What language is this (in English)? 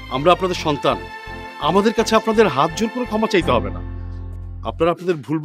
Bangla